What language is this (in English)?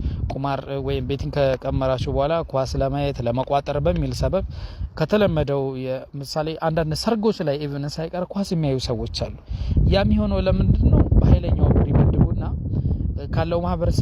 Amharic